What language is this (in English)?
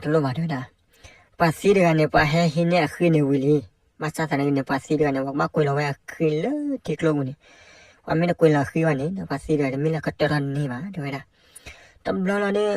S'gaw Karen